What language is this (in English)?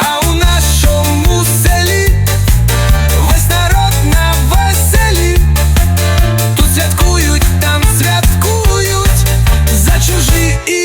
Ukrainian